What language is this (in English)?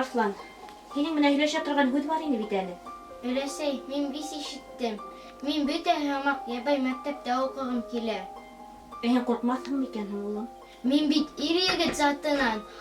Bashkir